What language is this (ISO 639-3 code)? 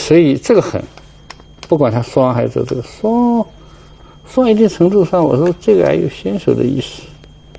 zho